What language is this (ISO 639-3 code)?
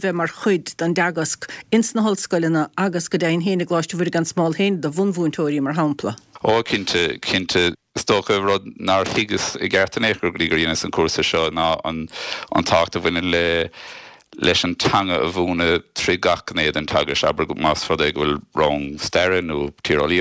gle